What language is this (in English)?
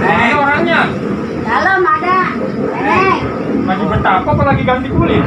Betawi